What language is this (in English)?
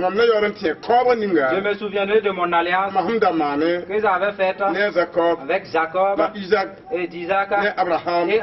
Mossi